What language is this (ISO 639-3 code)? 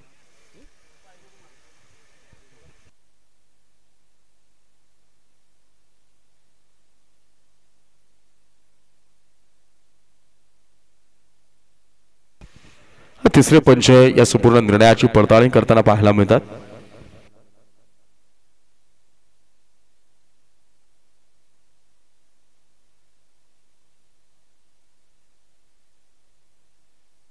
mar